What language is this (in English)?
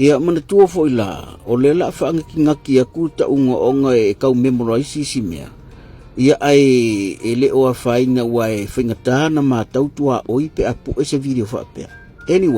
Samoan